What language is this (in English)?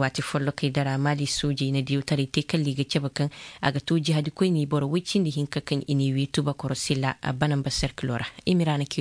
Koyraboro Senni